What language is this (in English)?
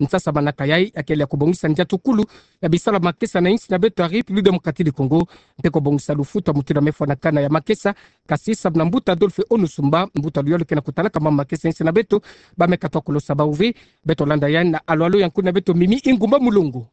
Kituba (Democratic Republic of Congo)